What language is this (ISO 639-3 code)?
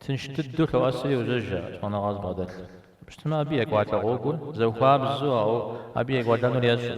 kbd